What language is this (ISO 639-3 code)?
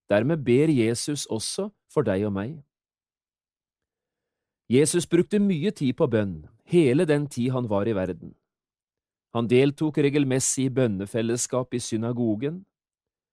nor